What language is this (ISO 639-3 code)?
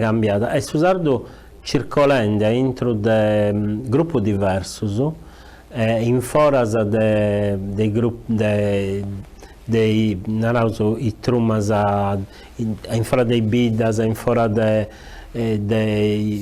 srd